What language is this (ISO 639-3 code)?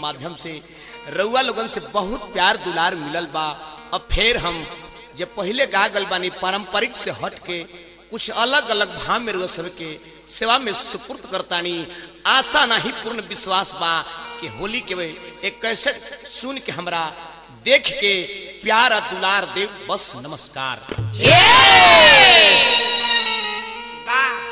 bho